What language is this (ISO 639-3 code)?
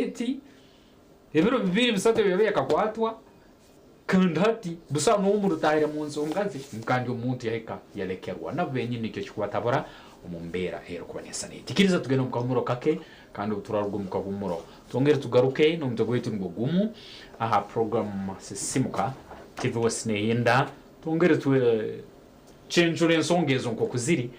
nyn